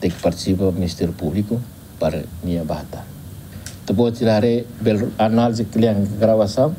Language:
Tetum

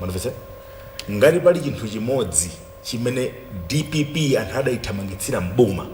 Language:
Nyanja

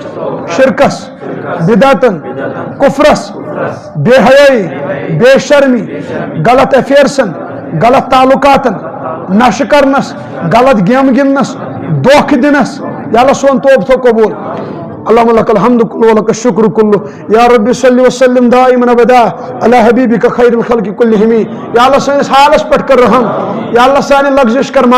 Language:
Kashmiri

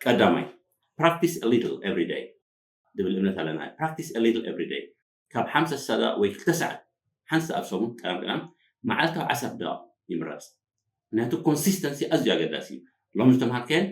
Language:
Tigrinya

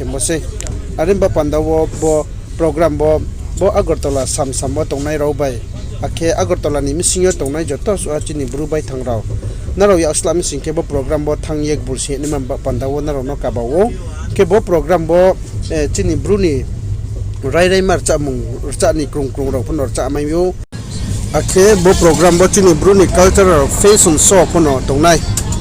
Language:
Riang (India)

